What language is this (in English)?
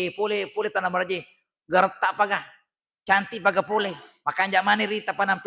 Buginese